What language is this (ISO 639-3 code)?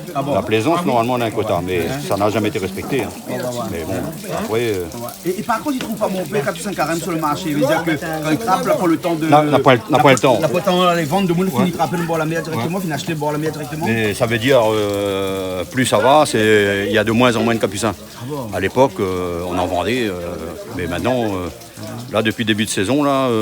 rcf